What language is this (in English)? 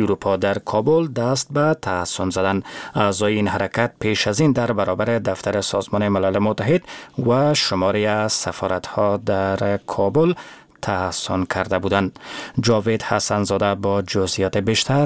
Persian